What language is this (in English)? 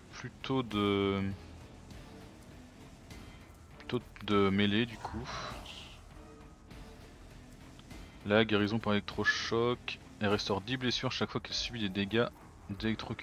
French